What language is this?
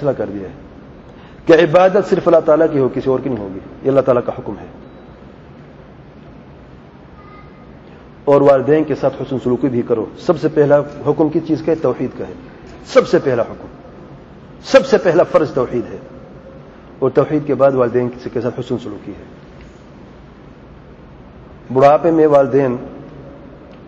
Urdu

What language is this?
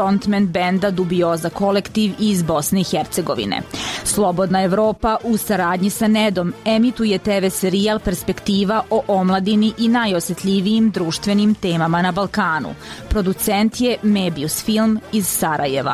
Bosnian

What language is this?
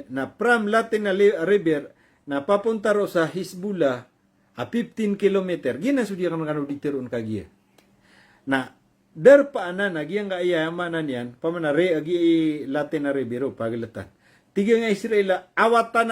Maranao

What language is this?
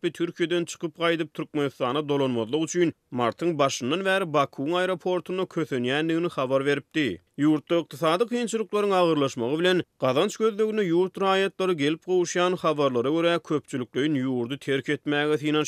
Turkmen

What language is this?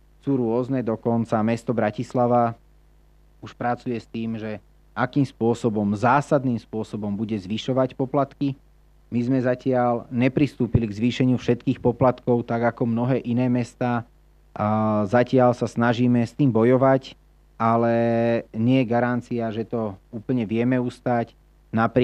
Slovak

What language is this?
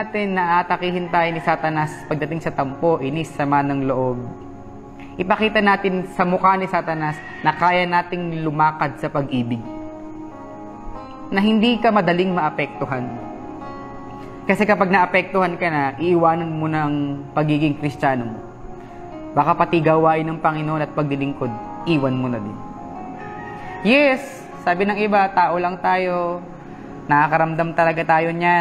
Filipino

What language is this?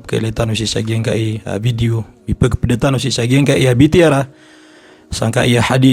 Maranao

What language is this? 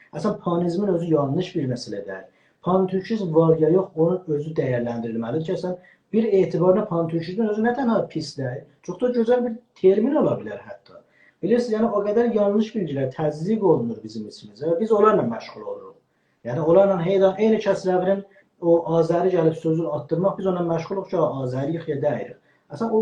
South Azerbaijani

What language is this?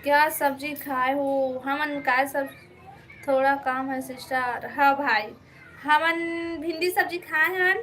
Chhattisgarhi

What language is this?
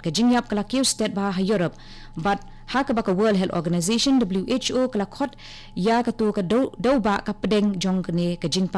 Khasi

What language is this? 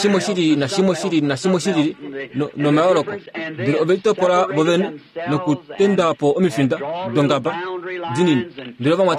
Kuanyama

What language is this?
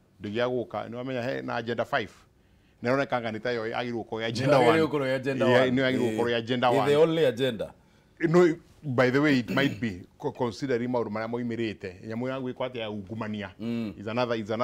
Kikuyu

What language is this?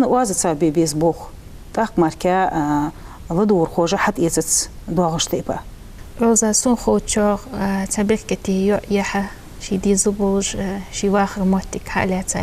Ingush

